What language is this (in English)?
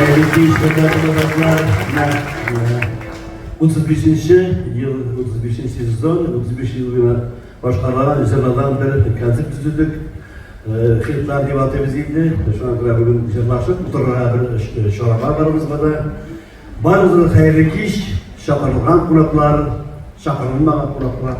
Tatar